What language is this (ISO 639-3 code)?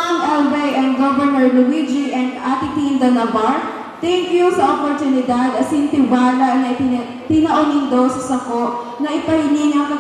bik